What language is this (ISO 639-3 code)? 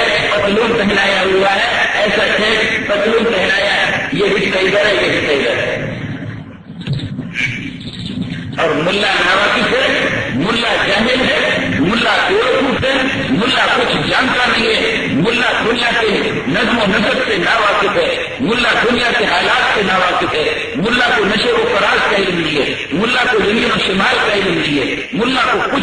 urd